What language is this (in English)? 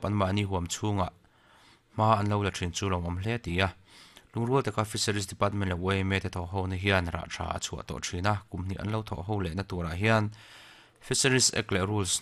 Mizo